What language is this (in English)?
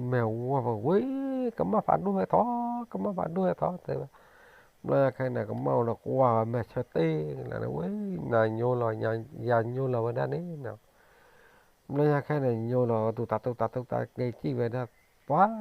S'gaw Karen